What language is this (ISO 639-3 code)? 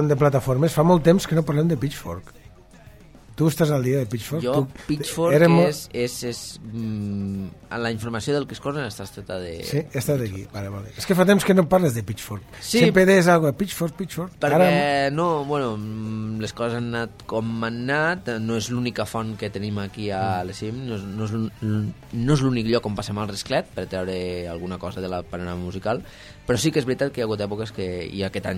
cat